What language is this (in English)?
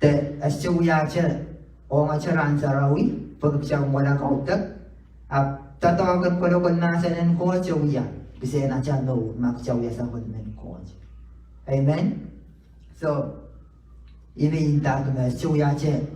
Pohnpeian